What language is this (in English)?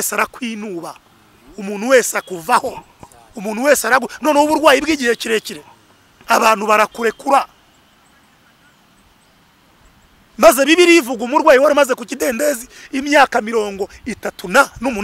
Kinyarwanda